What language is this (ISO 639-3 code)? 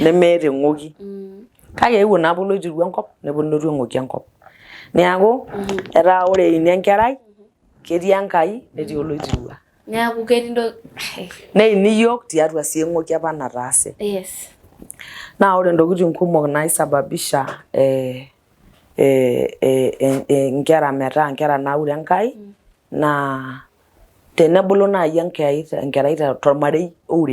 mas